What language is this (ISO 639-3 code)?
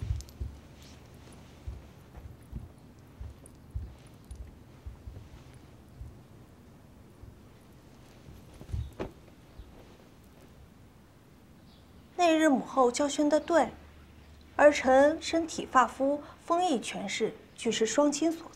zho